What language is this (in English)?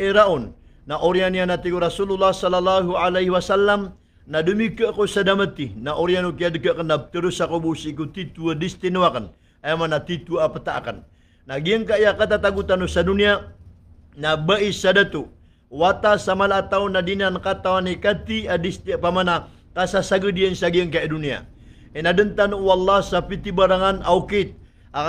Maranao